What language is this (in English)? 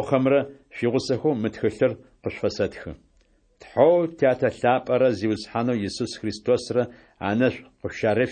Adyghe